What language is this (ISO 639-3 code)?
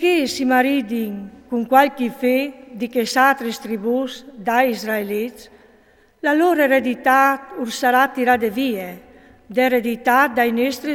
fur